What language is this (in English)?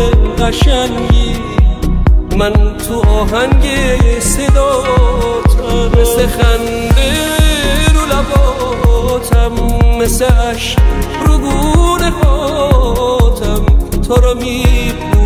Persian